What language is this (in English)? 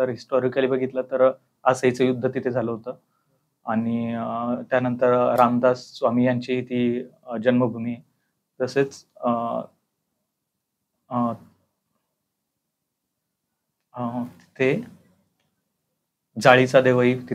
Marathi